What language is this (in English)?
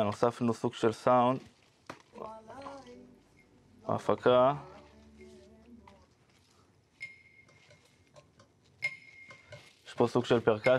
Hebrew